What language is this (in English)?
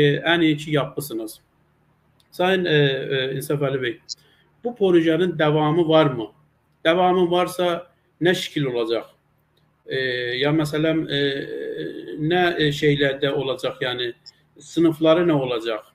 South Azerbaijani